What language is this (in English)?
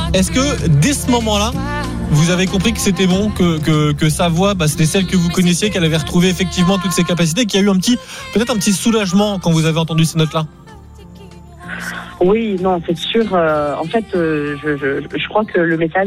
French